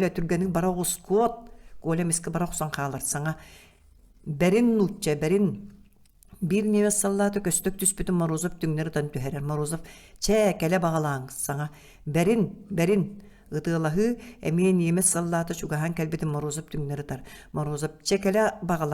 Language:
Yakut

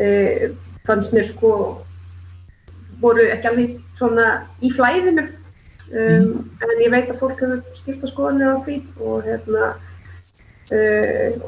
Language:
Icelandic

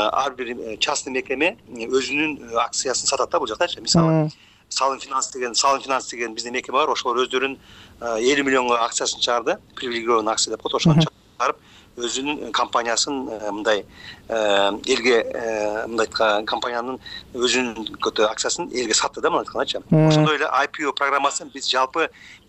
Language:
Kyrgyz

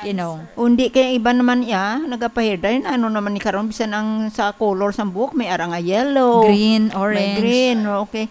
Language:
Hiligaynon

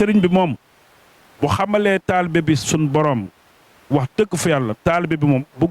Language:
Wolof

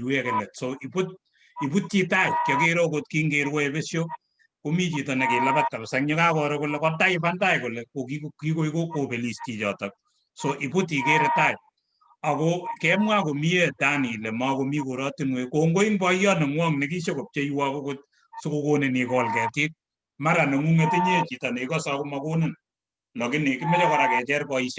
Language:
Kalenjin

